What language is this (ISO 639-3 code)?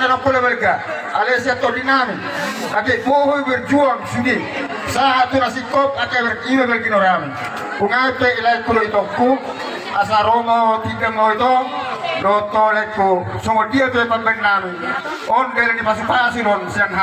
bbc